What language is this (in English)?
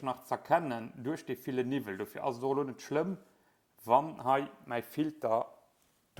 Luxembourgish